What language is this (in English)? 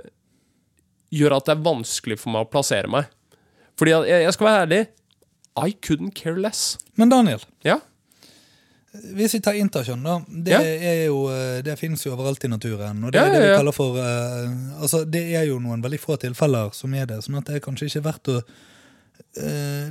Norwegian